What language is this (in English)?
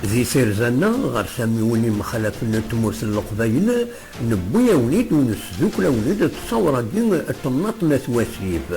Kabyle